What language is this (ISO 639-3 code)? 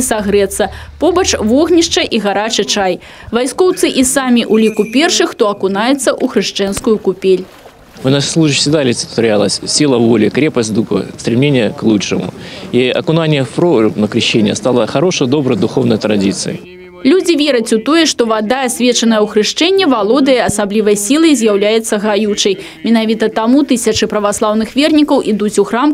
bel